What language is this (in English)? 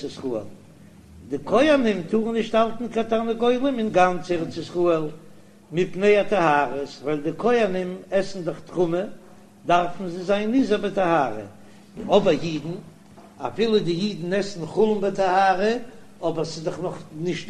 Yiddish